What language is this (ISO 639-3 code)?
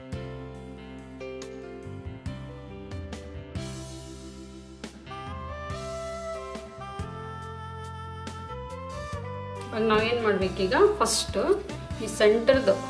kan